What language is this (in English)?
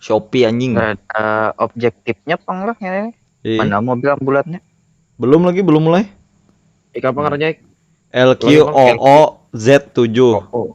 Banjar